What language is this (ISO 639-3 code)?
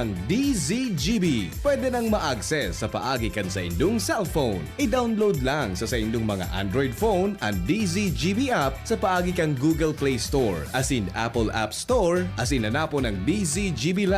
bik